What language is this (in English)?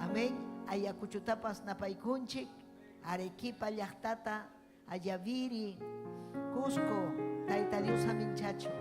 Ayacucho Quechua